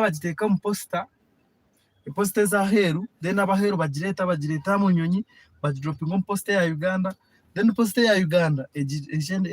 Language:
Nyankole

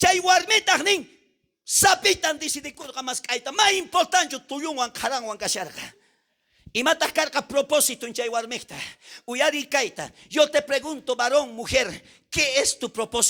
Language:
South Bolivian Quechua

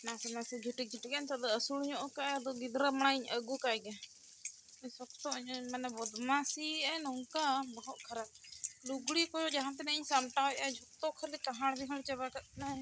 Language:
Santali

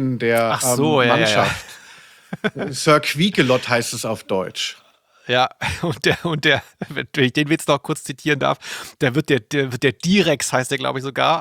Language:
German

